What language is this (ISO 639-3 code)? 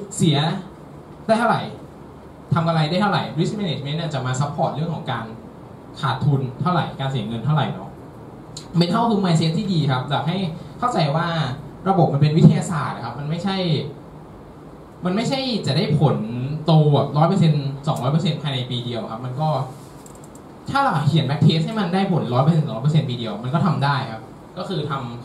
tha